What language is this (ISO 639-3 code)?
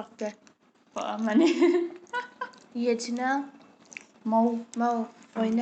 mni